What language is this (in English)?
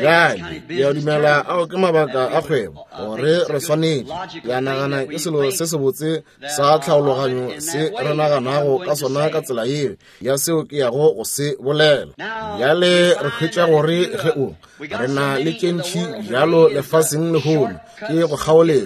Northern Sotho